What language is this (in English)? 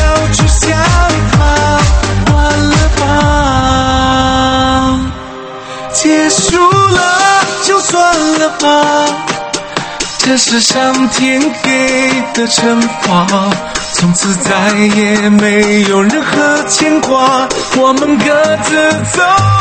Chinese